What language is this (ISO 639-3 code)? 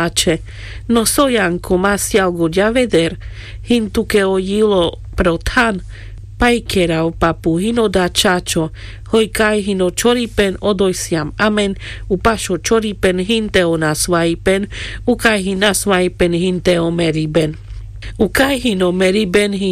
rmc